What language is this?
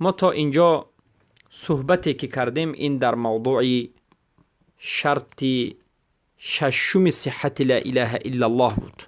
Persian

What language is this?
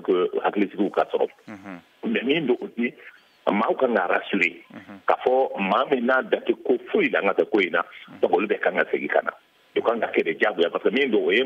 Bambara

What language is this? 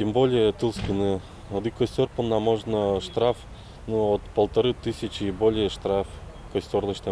Udmurt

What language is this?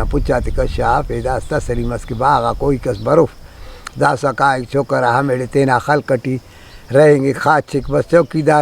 Brahui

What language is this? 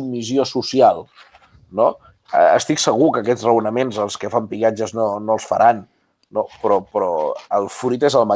Catalan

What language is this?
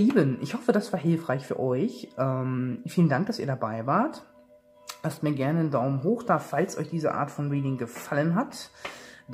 German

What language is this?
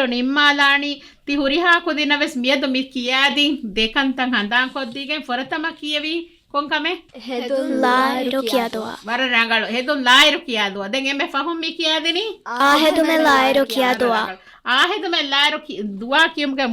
Divehi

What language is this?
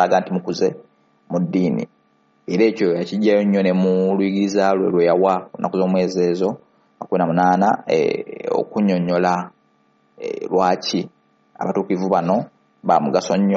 Ganda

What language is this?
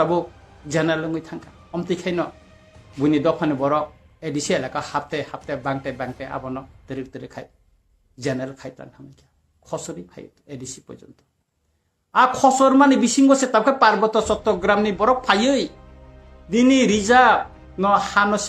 Kok Borok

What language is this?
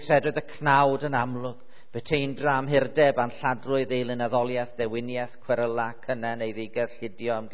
Welsh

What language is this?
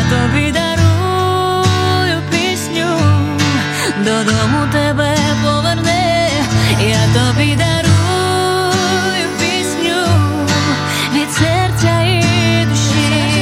Ukrainian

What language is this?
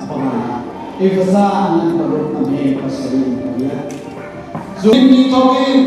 Hakha Chin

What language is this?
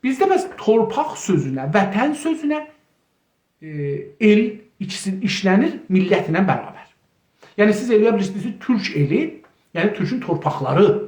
South Azerbaijani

